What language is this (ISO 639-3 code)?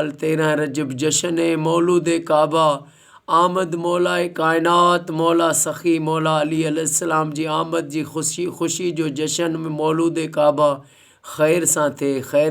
snd